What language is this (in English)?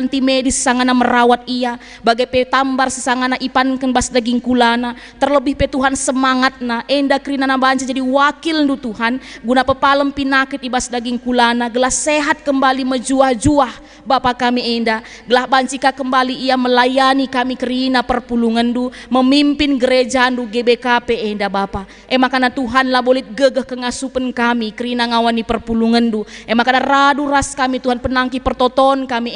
Batak Karo